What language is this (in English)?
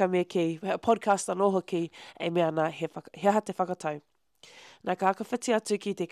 Māori